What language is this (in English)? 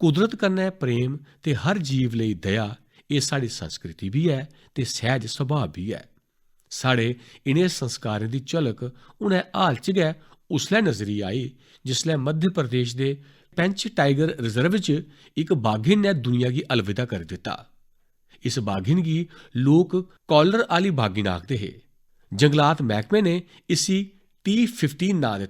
Dogri